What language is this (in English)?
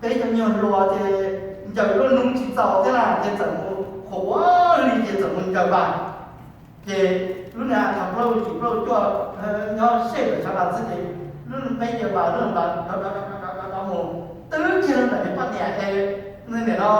Hmong